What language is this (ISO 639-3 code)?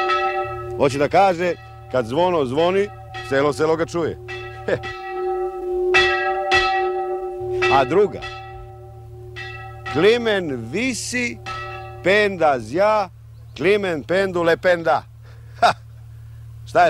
srp